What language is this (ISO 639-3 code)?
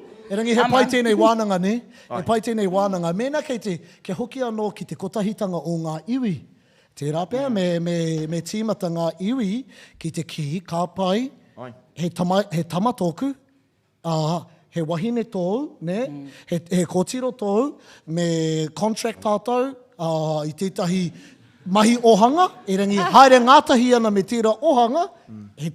mri